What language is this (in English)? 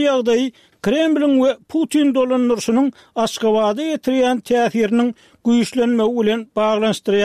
Turkmen